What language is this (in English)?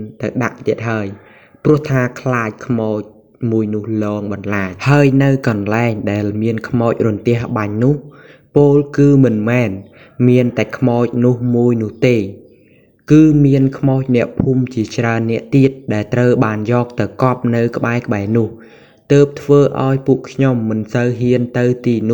Khmer